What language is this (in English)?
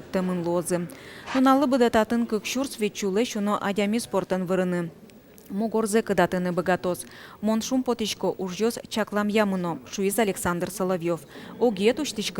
Udmurt